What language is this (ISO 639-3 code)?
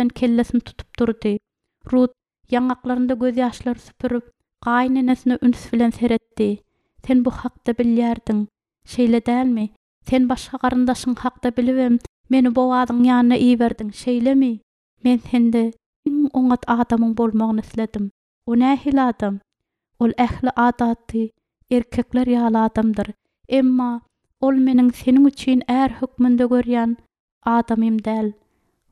tuk